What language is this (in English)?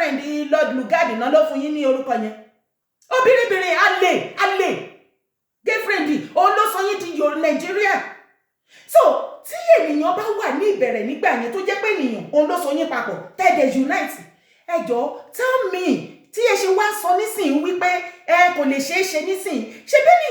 Yoruba